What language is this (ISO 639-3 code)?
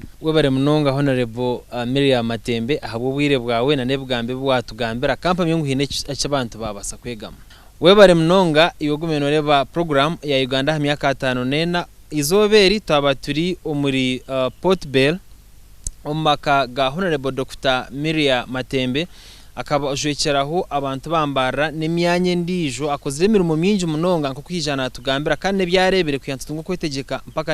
nyn